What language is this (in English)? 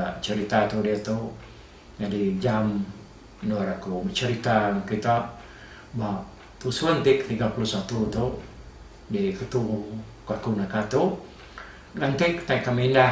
Iban